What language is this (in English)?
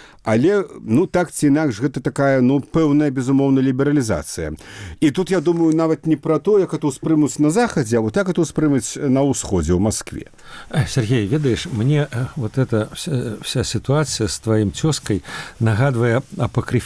Belarusian